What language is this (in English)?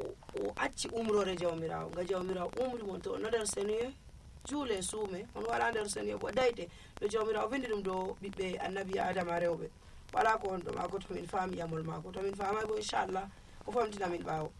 Nigerian Fulfulde